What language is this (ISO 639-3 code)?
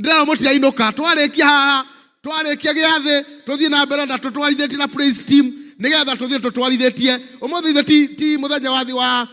kik